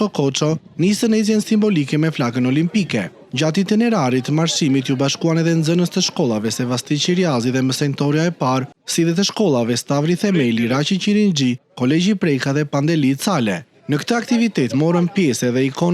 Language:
Albanian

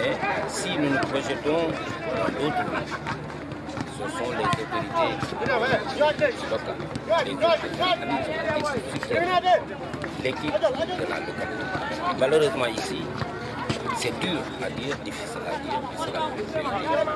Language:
French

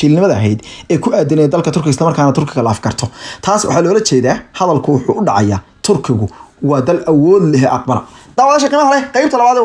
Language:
Somali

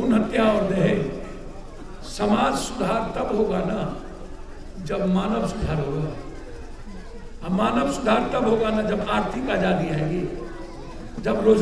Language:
Hindi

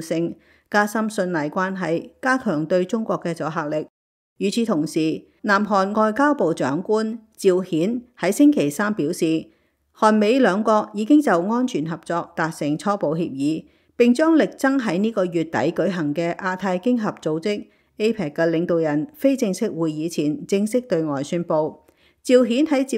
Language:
Cantonese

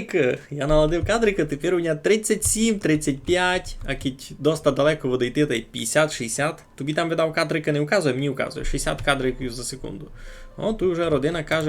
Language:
Rusyn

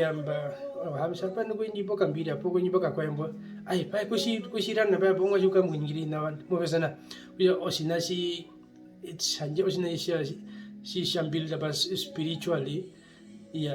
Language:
Herero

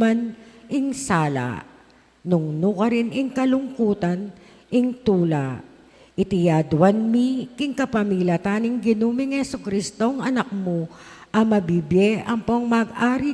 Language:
Pampanga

